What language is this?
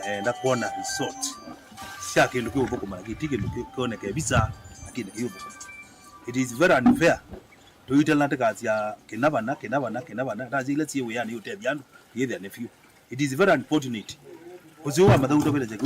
Kamba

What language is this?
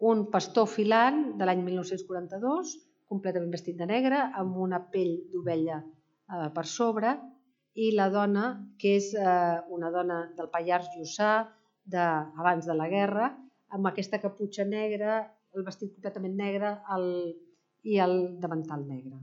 Catalan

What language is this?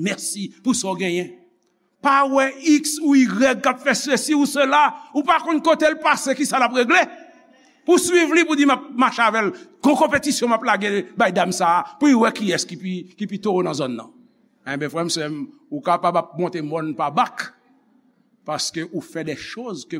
Haitian Creole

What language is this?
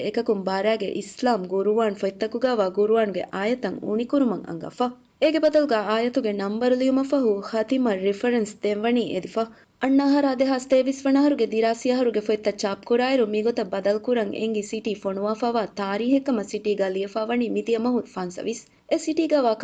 Divehi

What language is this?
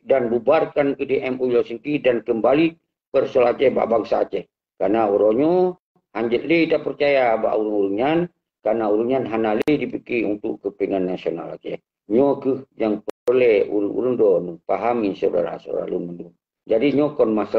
Achinese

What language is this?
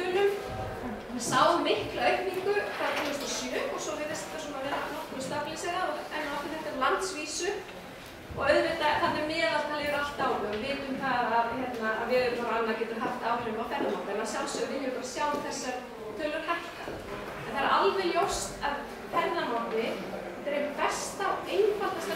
Icelandic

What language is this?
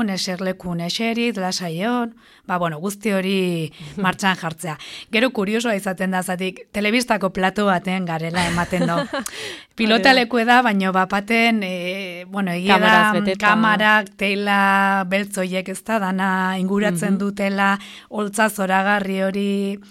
Basque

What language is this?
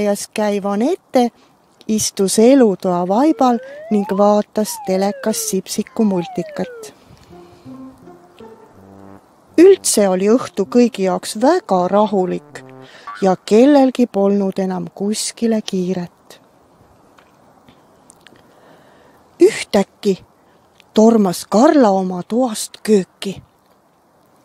Estonian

